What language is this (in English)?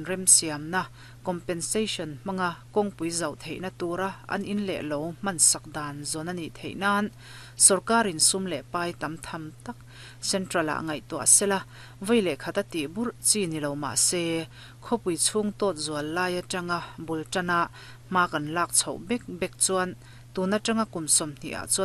Mizo